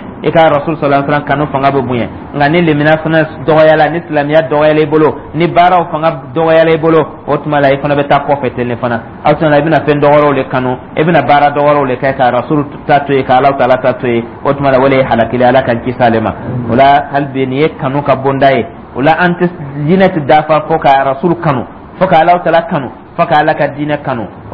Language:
Dyula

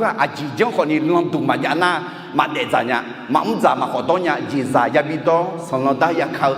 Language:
Akha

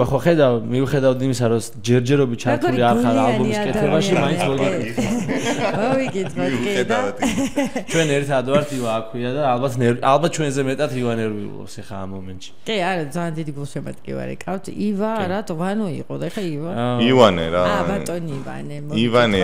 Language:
Georgian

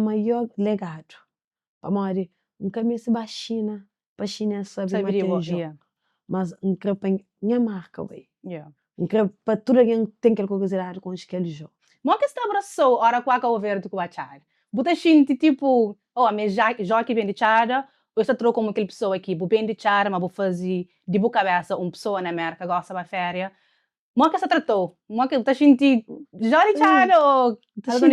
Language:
Kabuverdianu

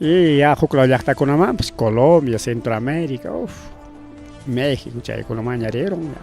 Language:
Ayacucho Quechua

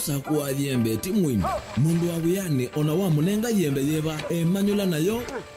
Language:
Kamba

